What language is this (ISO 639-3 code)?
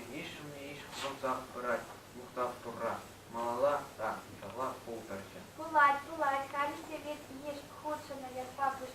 chv